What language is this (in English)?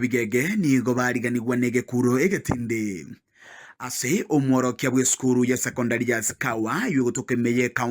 Gusii